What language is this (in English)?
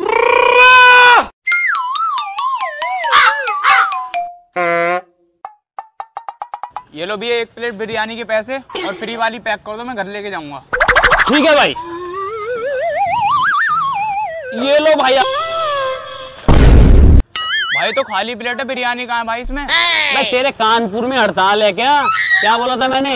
Hindi